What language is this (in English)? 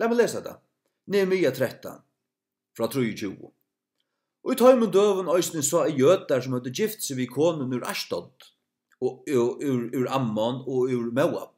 Faroese